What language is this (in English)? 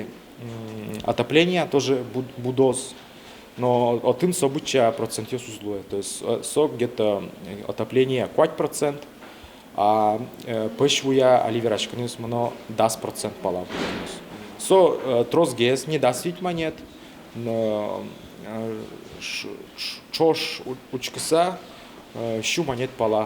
Udmurt